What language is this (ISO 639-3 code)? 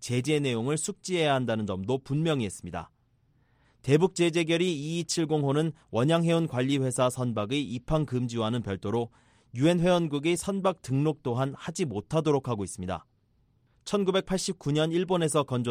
kor